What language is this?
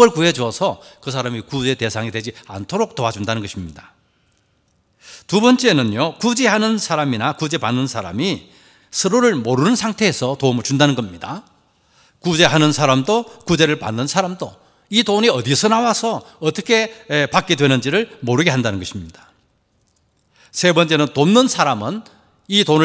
Korean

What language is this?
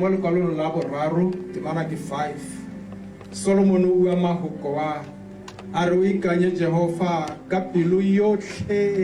Tswana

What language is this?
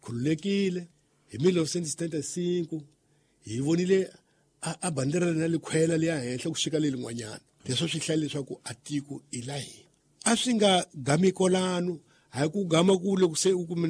Tsonga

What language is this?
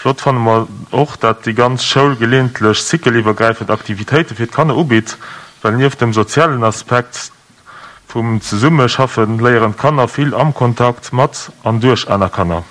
Luxembourgish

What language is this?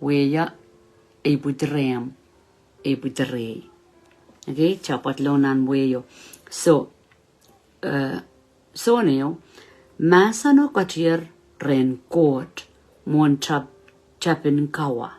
Pohnpeian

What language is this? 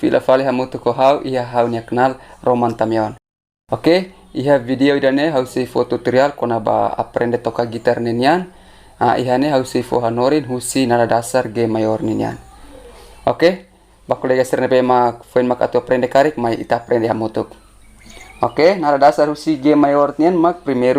Tetum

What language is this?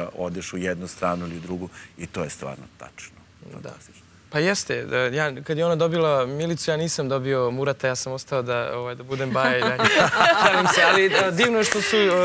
Serbian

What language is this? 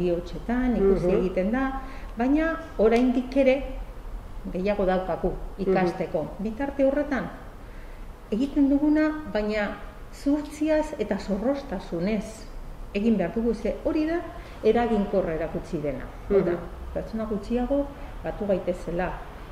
Basque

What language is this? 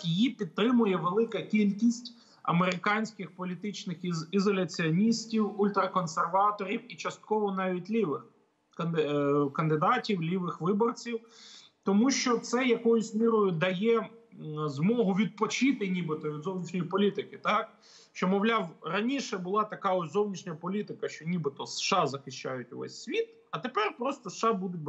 Ukrainian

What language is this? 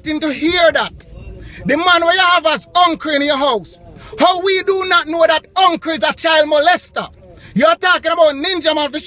Jamaican Creole English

